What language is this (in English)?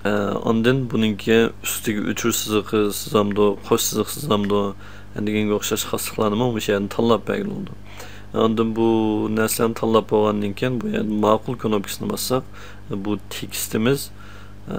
Uyghur